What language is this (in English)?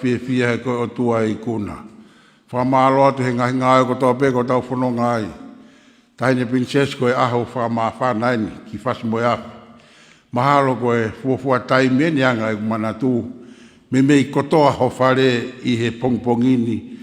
Tongan